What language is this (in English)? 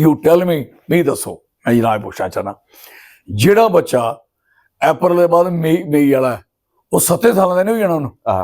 Dogri